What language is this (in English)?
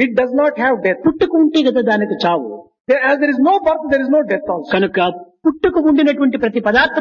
Telugu